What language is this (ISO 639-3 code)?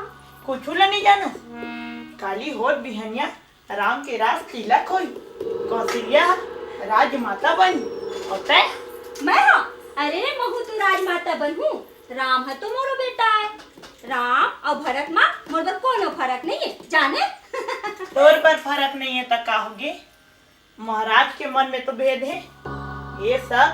hne